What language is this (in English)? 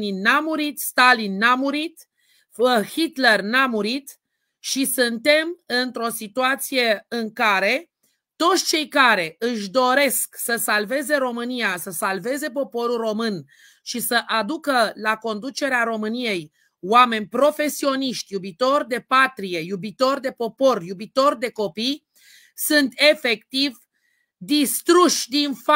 Romanian